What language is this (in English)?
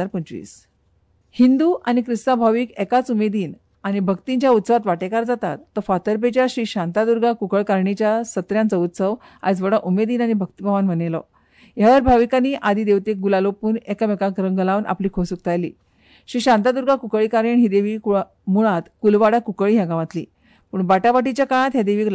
Konkani